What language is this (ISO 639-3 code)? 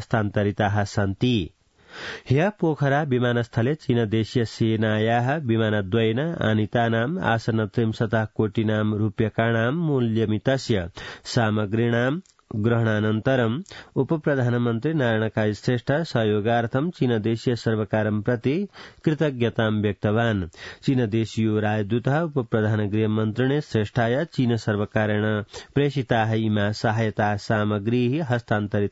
san